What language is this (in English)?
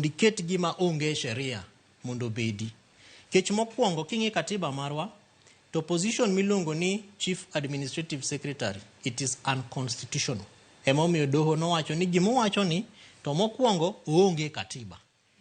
Luo (Kenya and Tanzania)